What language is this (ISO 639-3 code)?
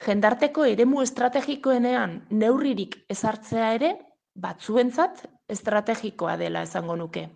eus